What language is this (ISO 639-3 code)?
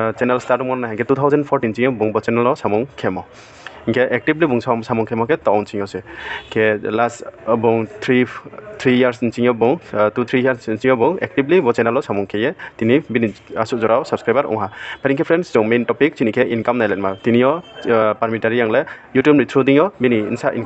ria